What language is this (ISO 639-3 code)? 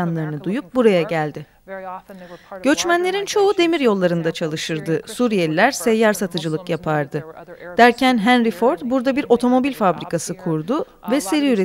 tur